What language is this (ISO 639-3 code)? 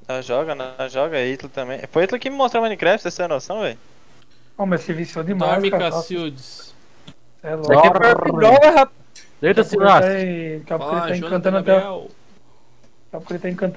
por